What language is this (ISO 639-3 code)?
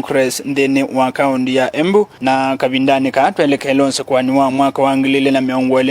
kam